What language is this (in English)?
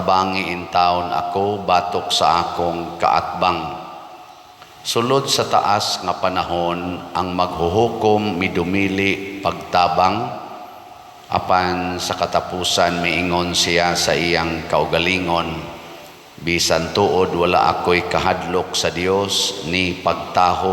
Cebuano